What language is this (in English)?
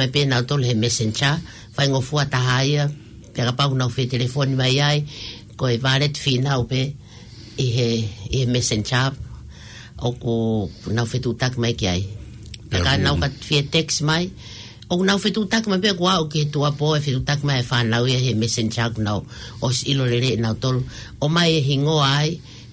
Tongan